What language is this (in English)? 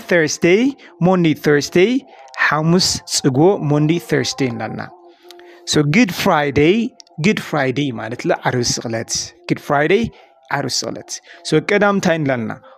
Tigrinya